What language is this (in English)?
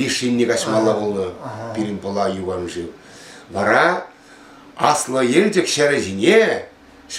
Chuvash